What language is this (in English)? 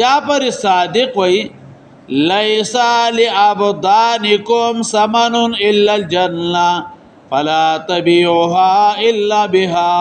Pashto